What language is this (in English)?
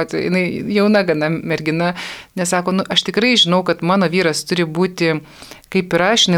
Lithuanian